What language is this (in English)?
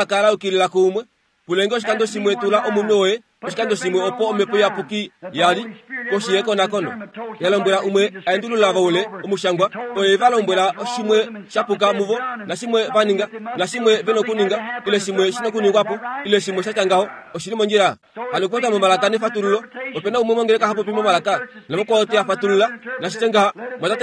Kuanyama